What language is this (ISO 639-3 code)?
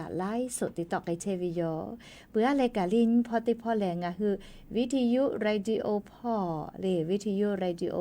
lhu